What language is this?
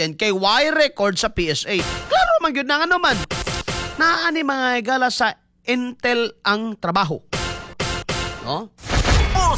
Cebuano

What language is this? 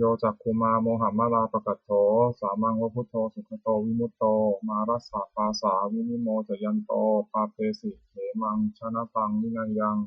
Pali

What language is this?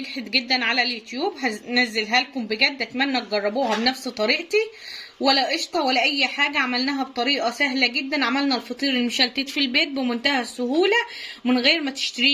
Egyptian Arabic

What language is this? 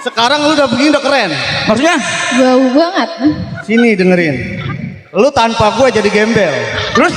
Betawi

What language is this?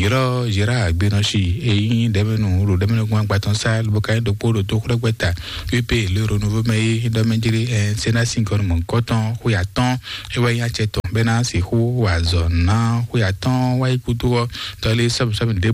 Fon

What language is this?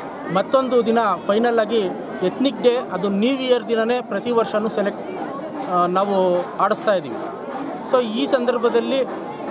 Kannada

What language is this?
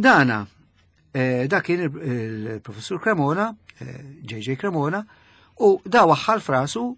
Maltese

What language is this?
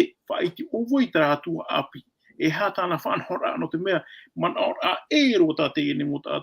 Tahitian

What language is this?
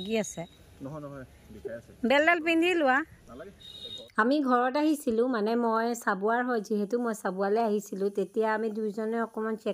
Assamese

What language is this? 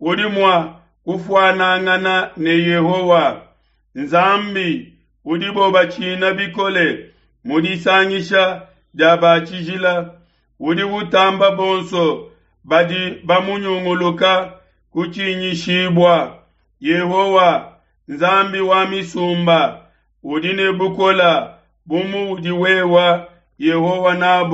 Luba-Lulua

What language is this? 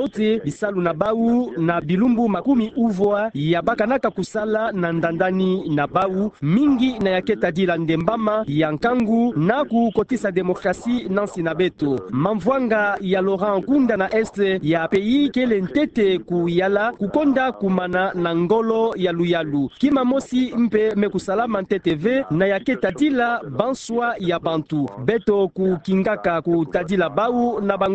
Kituba (Democratic Republic of Congo)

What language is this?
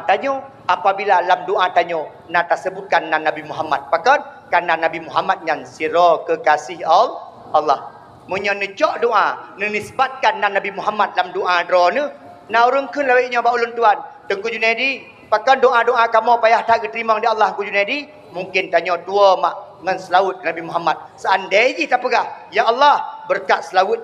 Achinese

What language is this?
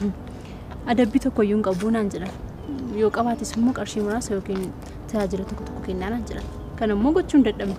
Oromo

